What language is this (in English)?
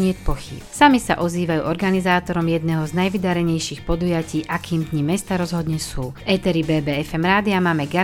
Slovak